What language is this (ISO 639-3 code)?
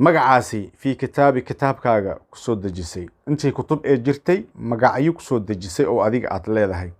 som